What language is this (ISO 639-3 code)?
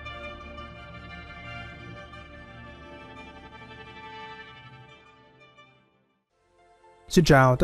vie